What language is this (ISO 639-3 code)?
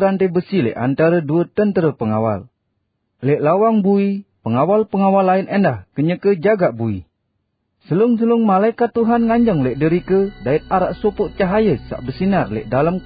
sas